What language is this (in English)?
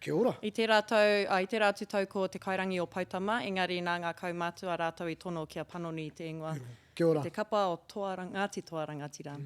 Māori